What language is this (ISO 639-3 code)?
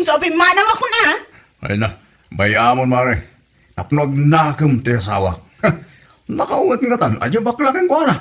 ilo